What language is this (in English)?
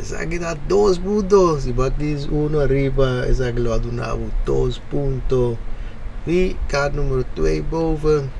Papiamento